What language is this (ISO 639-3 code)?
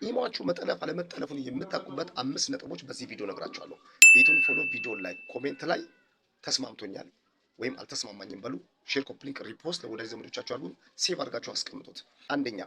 amh